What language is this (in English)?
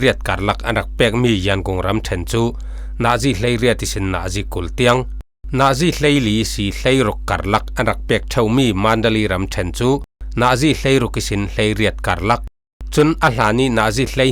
Falam Chin